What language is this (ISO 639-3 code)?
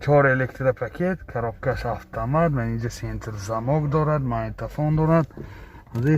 tgk